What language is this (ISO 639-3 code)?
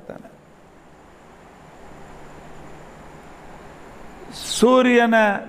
kan